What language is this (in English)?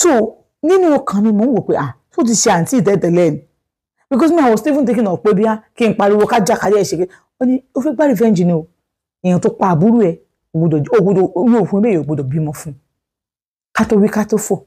Yoruba